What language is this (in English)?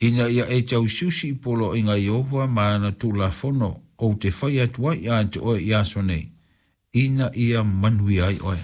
Samoan